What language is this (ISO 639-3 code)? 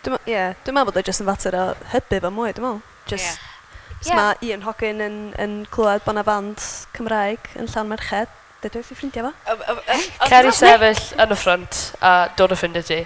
cym